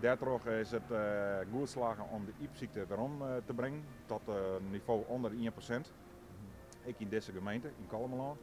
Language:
Western Frisian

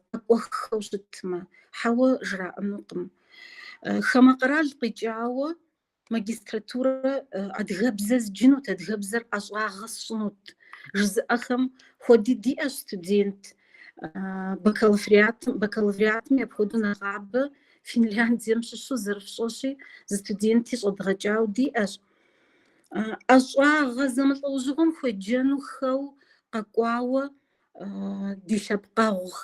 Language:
Kabardian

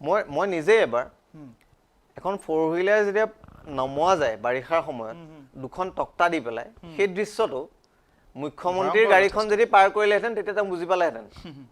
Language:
Assamese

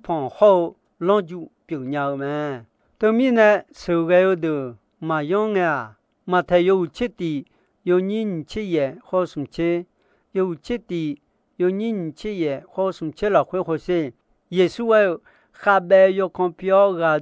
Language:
Akha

